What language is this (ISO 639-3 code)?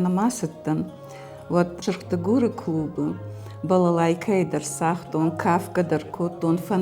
oss